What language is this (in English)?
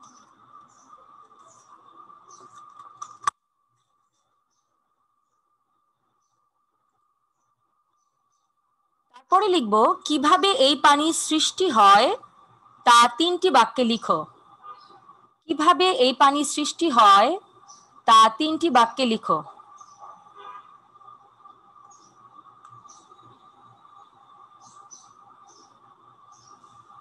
Bangla